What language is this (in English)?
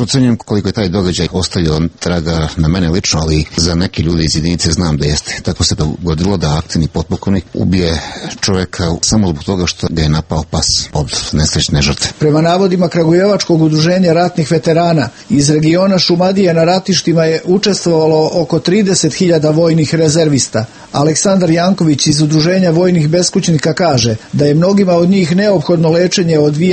Serbian